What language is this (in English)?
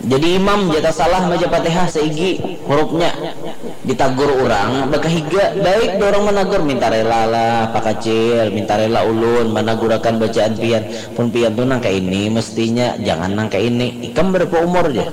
Banjar